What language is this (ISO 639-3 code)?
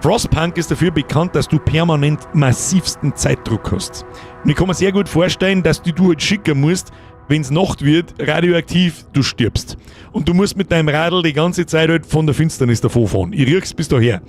bar